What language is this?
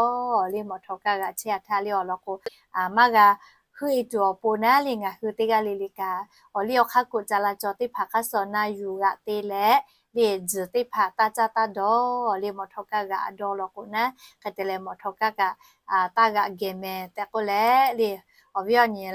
Lahu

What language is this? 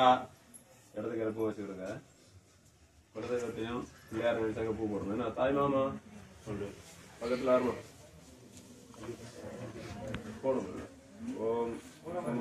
Tamil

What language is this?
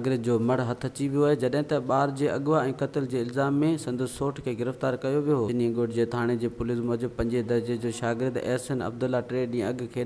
Sindhi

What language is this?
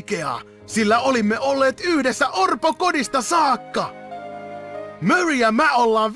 Finnish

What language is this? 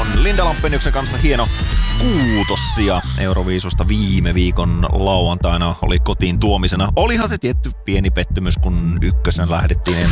Finnish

